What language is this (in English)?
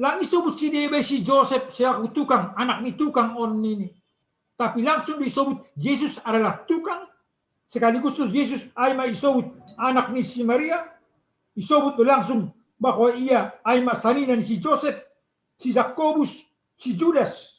Batak Simalungun